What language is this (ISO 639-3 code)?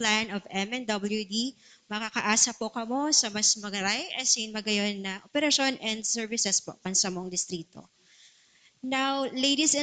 bik